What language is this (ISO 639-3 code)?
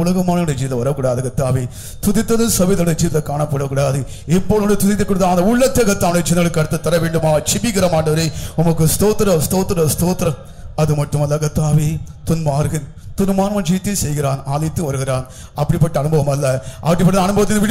tam